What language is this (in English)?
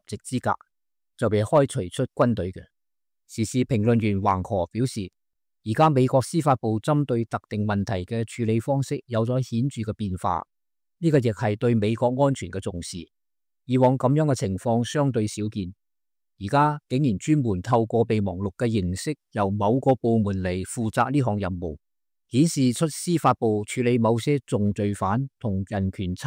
Cantonese